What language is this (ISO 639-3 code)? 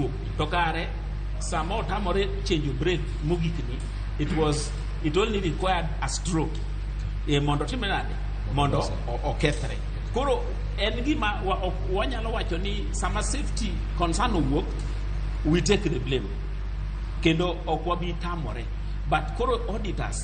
luo